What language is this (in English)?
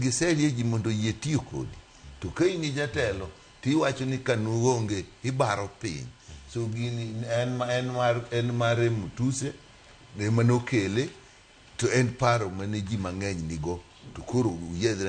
Luo (Kenya and Tanzania)